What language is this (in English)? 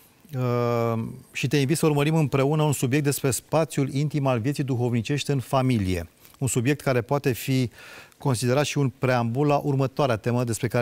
Romanian